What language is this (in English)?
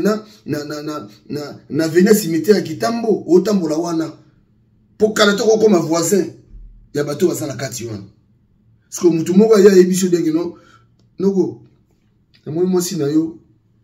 Lingala